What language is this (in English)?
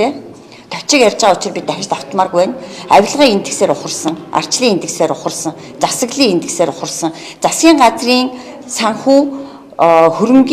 Mongolian